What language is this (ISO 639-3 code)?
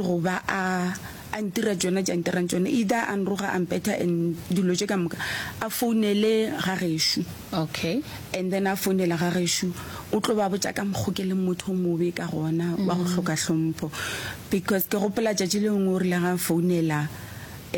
nso